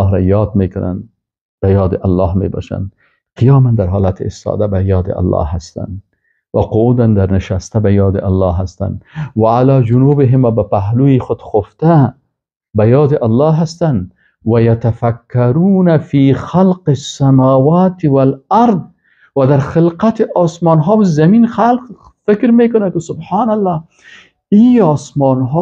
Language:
Persian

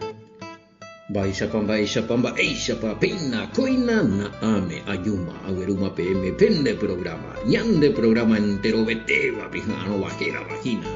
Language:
Guarani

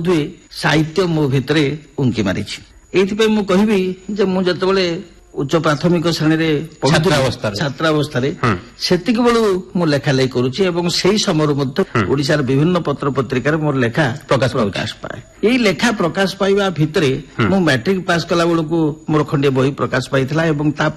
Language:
Odia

